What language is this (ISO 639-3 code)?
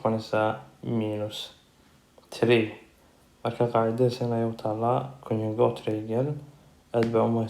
som